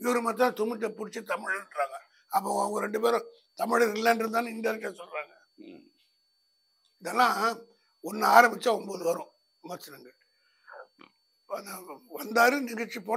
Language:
Tamil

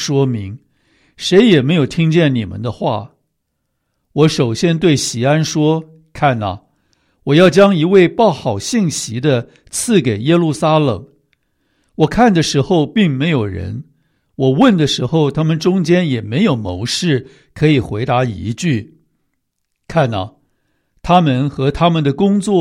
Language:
Chinese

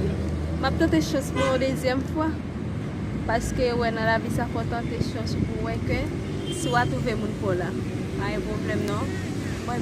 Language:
Haitian Creole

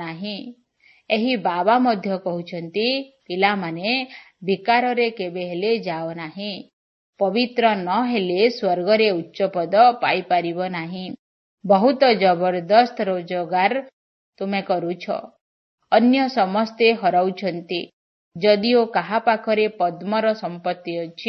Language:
Odia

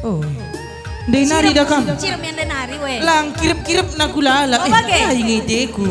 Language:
Batak Karo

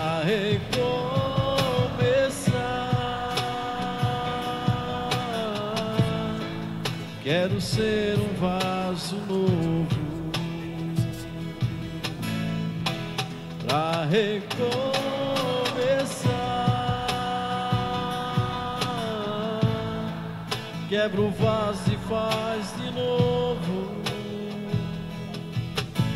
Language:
Portuguese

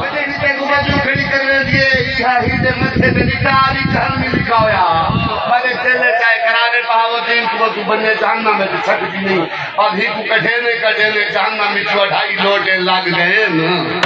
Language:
Saraiki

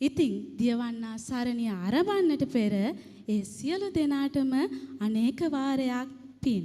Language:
Sinhala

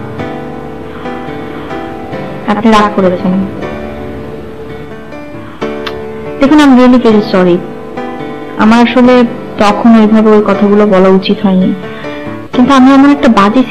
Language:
Bangla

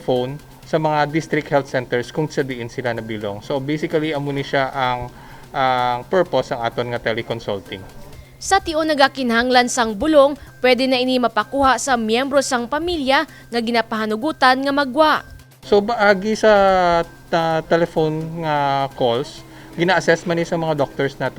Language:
Hiligaynon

